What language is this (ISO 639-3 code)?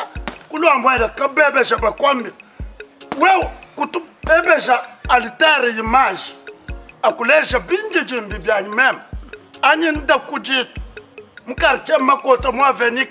lua